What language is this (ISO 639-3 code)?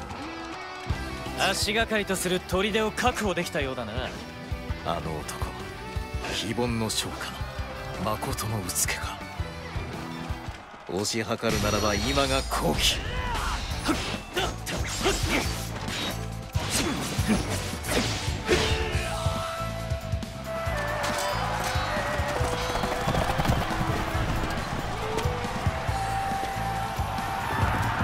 jpn